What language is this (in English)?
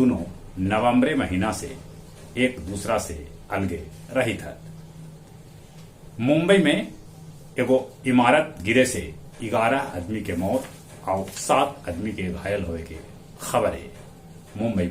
Magahi